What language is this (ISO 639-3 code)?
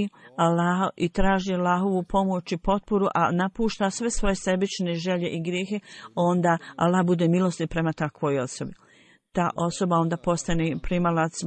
bos